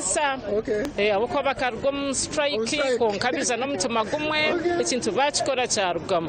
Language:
Nyankole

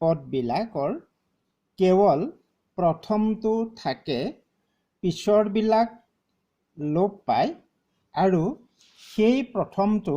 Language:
Assamese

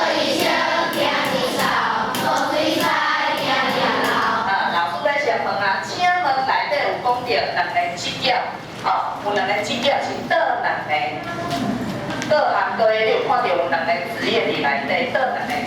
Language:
Min Nan Chinese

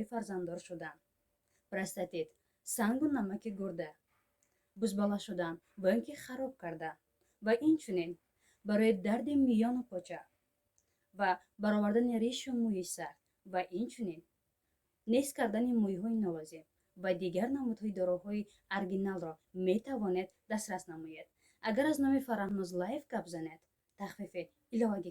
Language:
Tajik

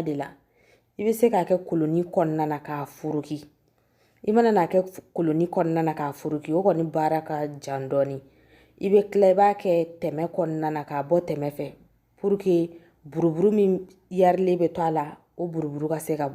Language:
Bambara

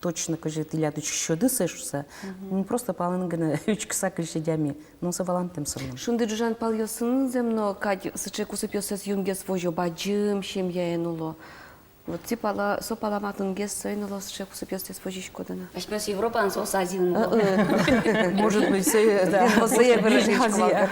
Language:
Udmurt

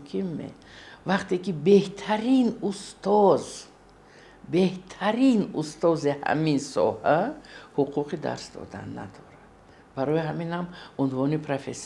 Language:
Tajik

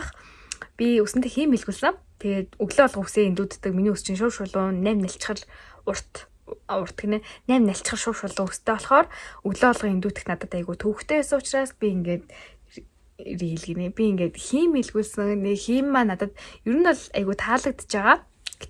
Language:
Mongolian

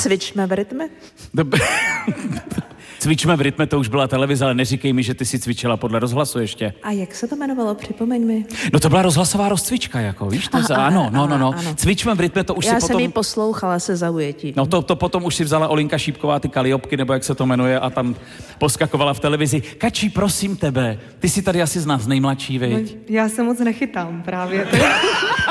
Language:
Czech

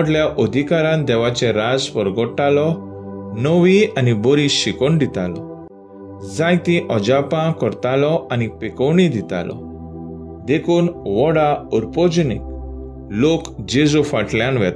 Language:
Konkani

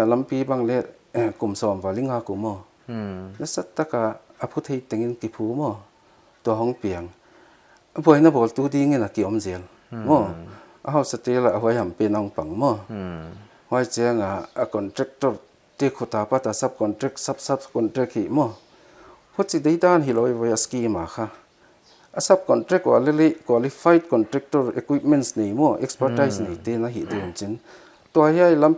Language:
Paite Chin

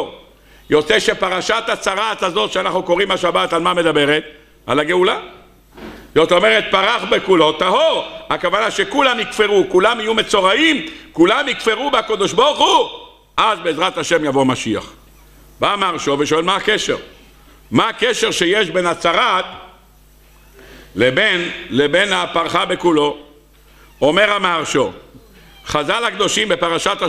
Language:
Hebrew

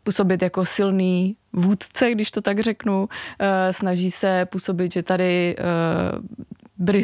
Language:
Czech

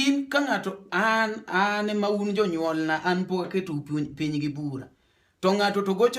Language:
Luo (Kenya and Tanzania)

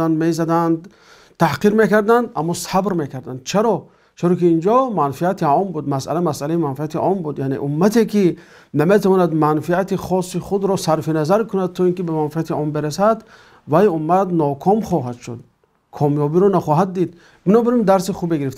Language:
Tajik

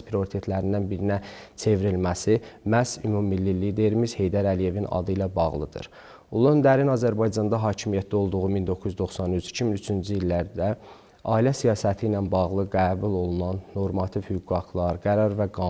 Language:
Azerbaijani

